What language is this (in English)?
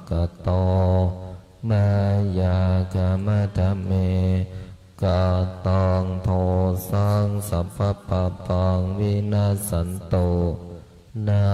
Pali